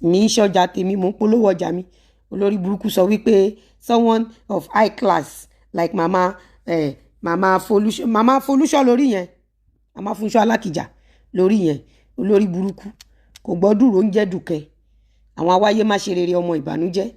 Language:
Yoruba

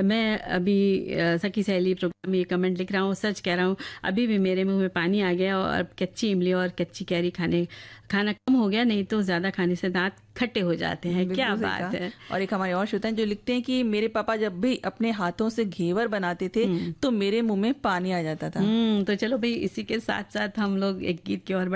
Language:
Hindi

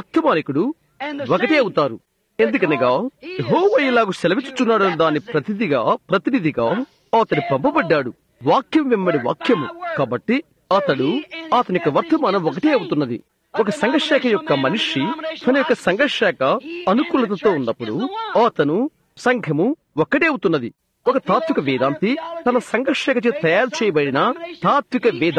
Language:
Telugu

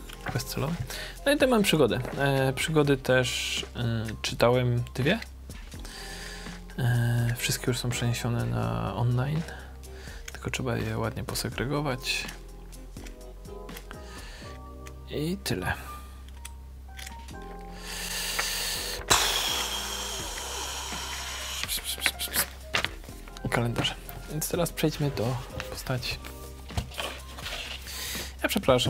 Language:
Polish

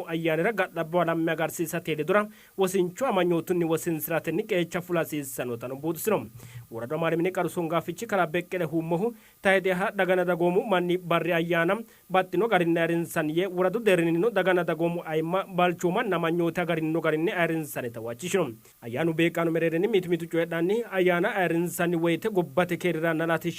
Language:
Sidamo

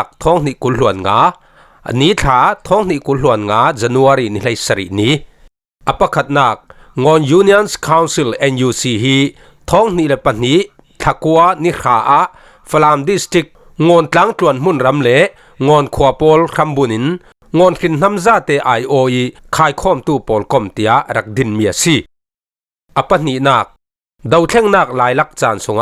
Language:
Falam Chin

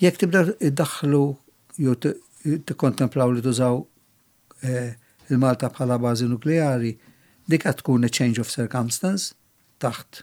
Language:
Maltese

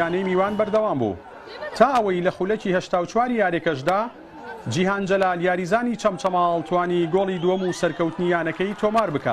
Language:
Central Kurdish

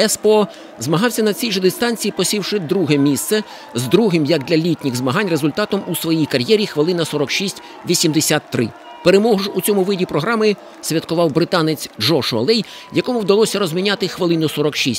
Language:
Ukrainian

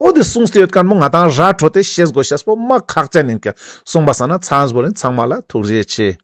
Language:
Ladakhi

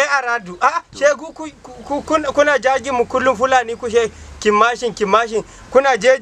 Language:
Hausa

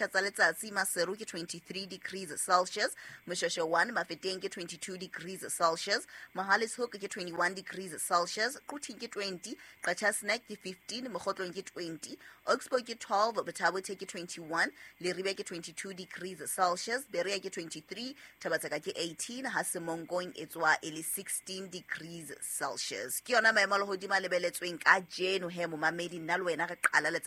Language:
Southern Sotho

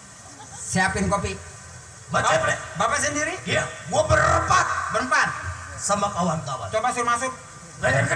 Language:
Betawi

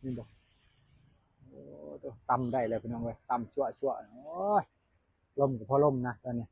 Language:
Lao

